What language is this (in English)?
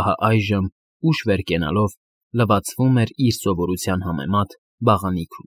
Armenian